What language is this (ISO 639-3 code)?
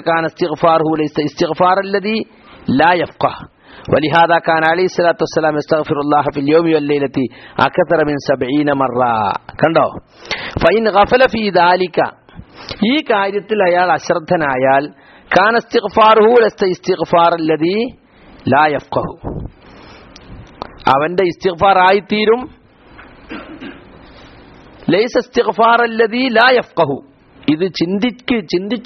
mal